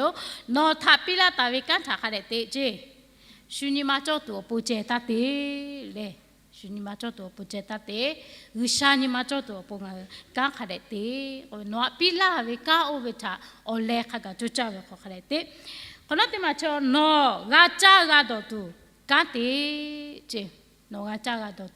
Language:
Lahu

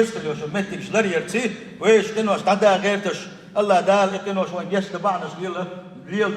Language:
Chechen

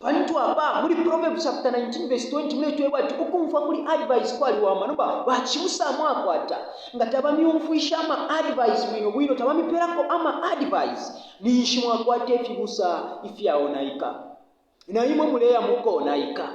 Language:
Bemba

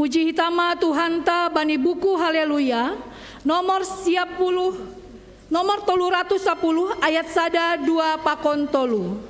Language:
Batak Simalungun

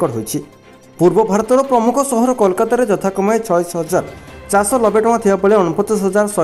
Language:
Odia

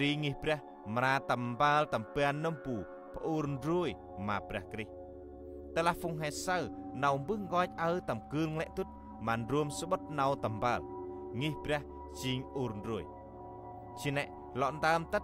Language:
Central Mnong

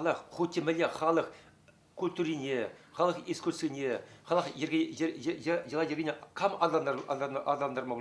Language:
Chuvash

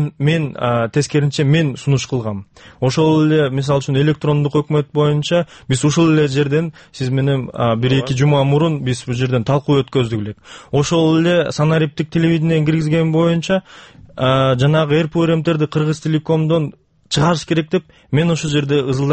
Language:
Kyrgyz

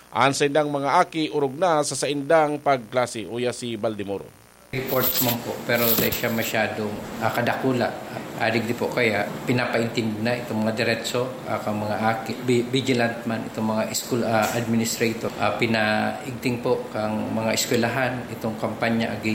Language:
Bikol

